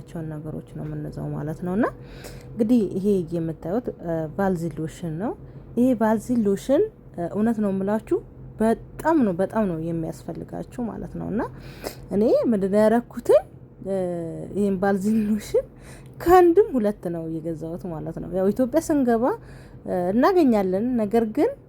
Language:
Amharic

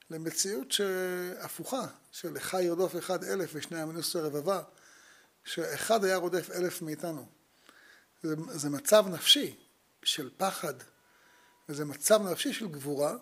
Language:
Hebrew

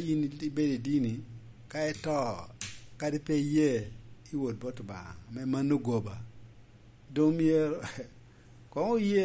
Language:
Lango (Uganda)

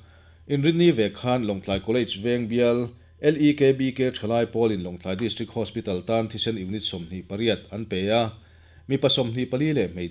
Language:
Mizo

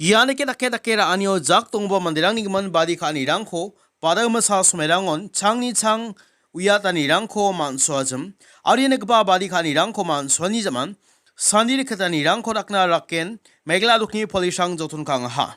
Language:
Garo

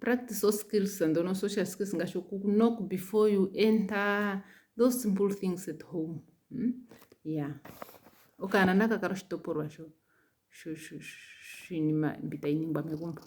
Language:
Ndonga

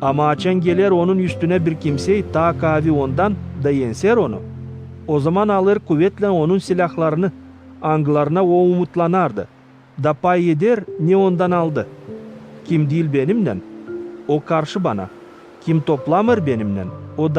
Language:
Gagauz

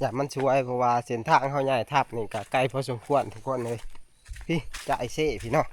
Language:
Northeastern Thai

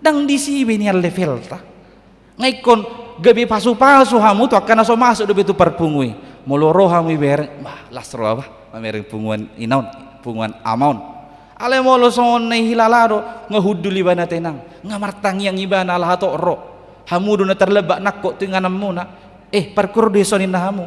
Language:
Batak Toba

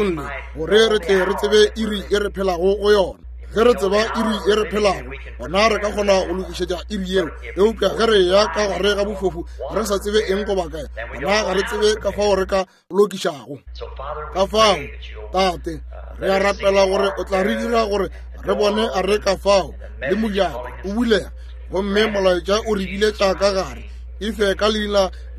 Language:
Northern Sotho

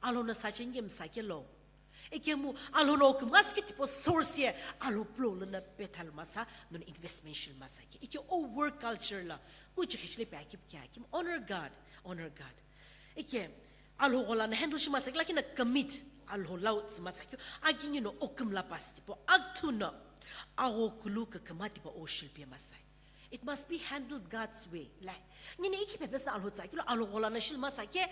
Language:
Sumi Naga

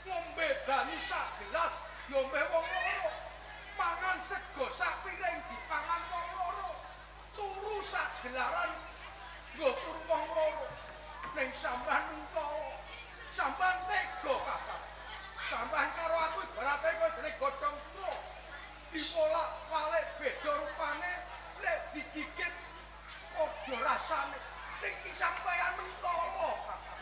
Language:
Javanese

